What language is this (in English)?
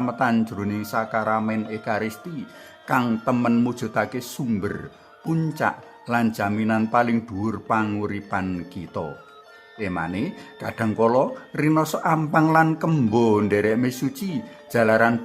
Javanese